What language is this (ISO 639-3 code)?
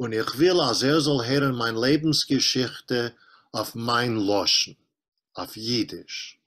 yid